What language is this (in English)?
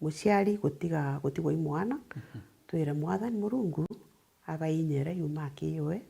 Meru